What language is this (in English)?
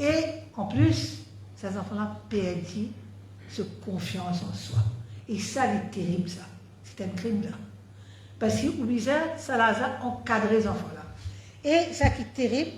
Morisyen